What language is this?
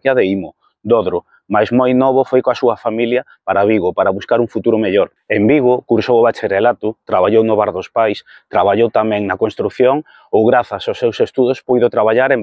Galician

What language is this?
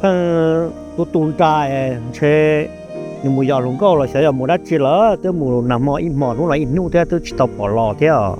Hmong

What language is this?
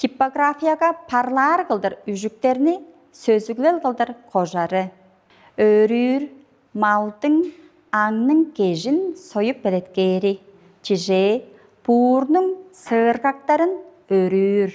Tuvinian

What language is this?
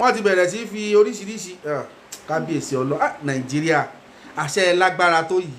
Yoruba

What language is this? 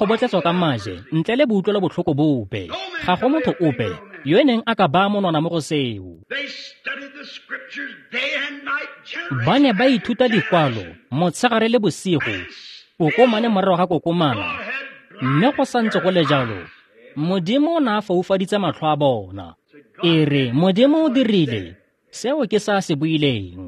Tswana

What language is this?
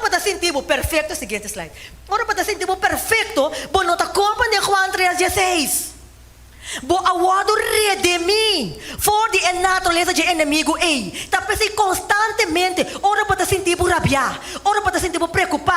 Papiamento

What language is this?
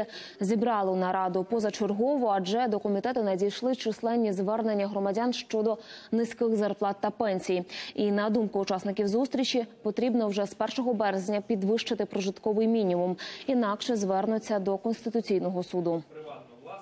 Ukrainian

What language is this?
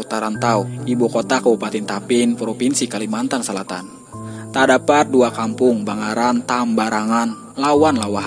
Banjar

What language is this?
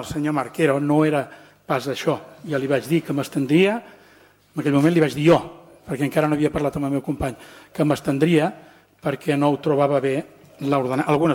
Catalan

